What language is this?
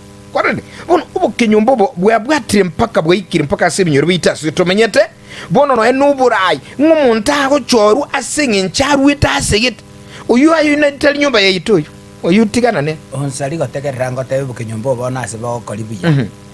Gusii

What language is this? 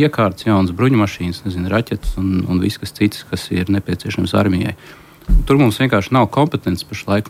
Latvian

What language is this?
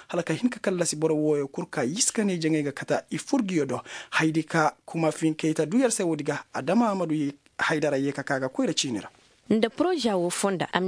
Koyraboro Senni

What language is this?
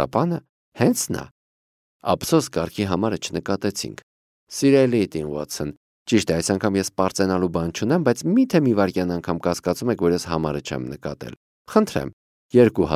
Armenian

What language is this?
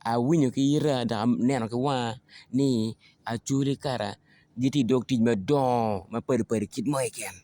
Acoli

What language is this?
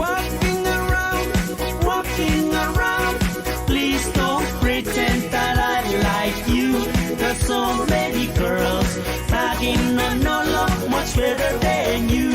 Pohnpeian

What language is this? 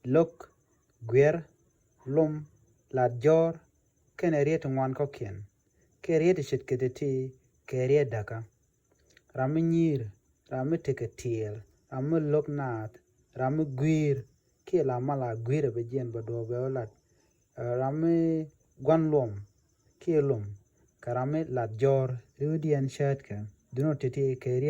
Nuer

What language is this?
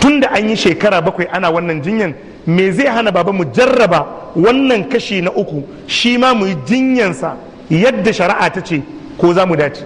Hausa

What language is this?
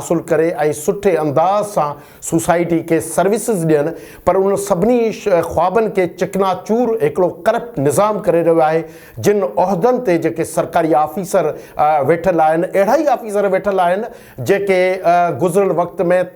Sindhi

